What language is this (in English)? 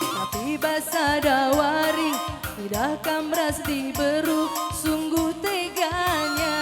Batak Karo